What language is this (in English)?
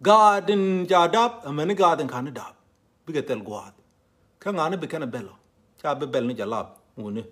Nuer